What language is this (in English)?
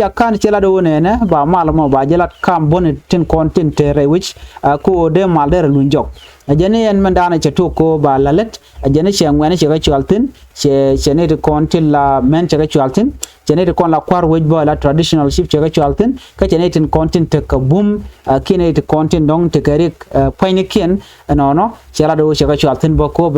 Nuer